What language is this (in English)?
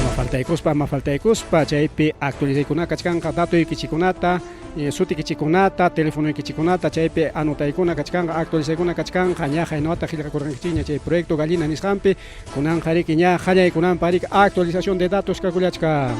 Ayacucho Quechua